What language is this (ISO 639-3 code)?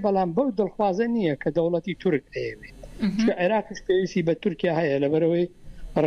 ckb